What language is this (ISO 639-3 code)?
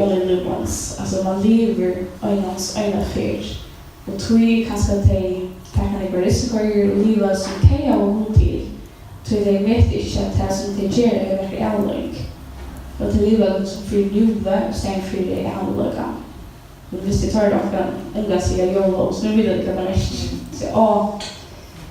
fao